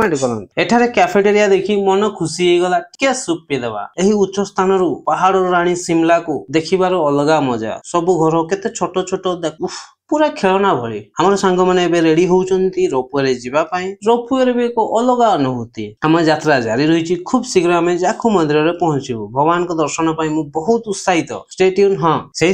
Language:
Odia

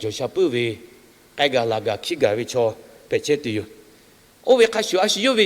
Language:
Lahu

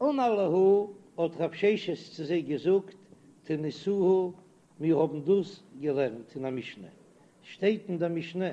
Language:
Yiddish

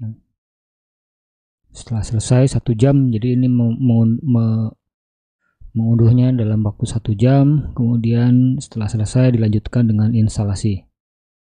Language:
Indonesian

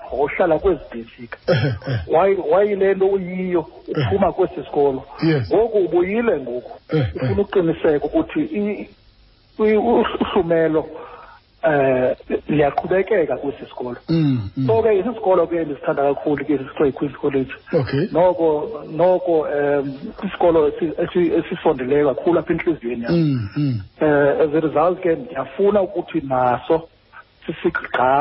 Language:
Xhosa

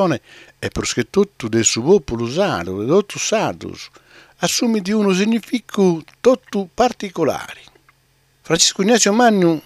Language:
Sardinian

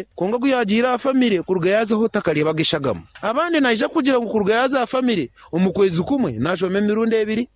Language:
Nyankole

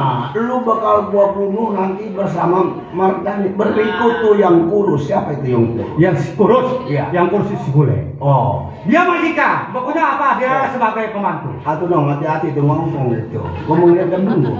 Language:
Betawi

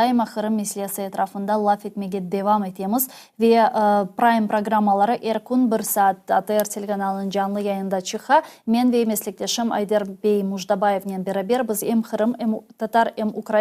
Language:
Crimean Tatar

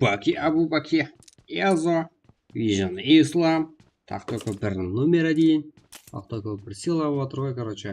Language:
Kara-Kalpak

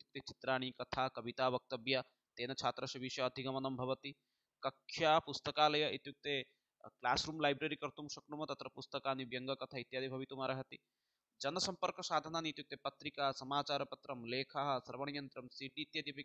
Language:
Sanskrit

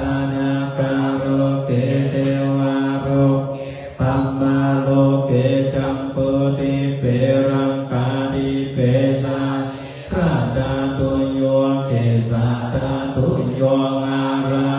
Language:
Pali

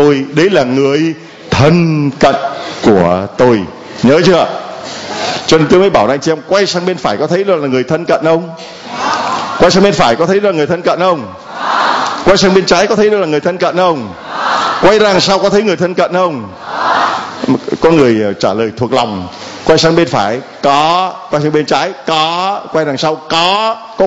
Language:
Vietnamese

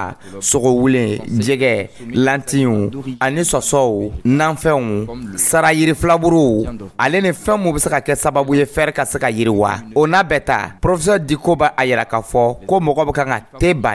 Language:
Dyula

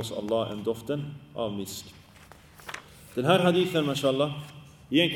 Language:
Swedish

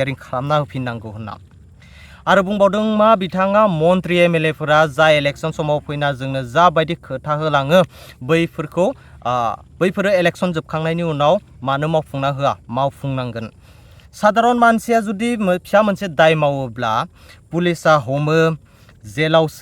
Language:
Bodo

